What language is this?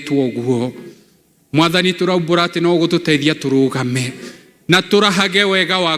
Kikuyu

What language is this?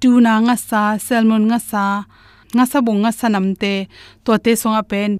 Tedim Chin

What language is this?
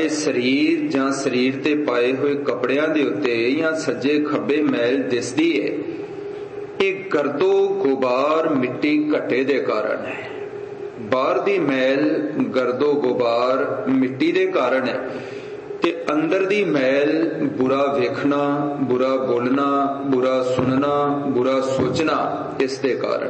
Punjabi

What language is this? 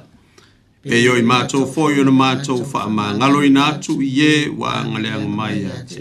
Samoan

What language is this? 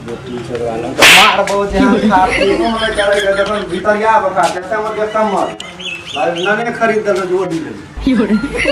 Maithili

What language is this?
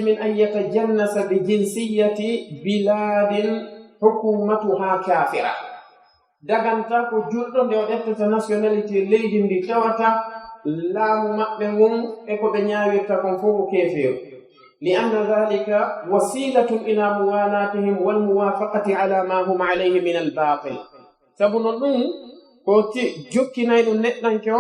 Pular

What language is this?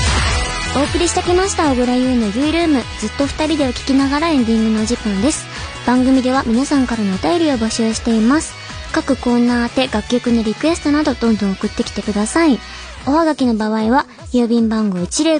Japanese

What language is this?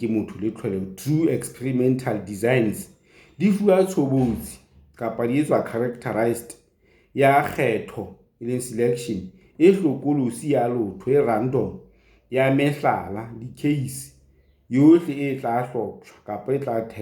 Southern Sotho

